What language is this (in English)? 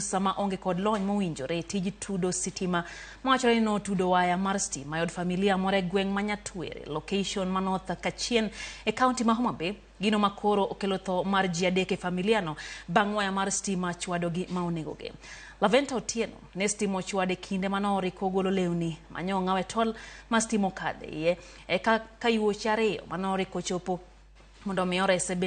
Luo (Kenya and Tanzania)